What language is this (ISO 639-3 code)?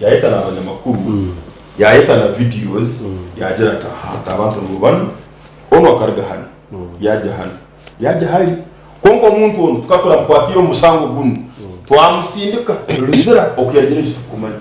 nyn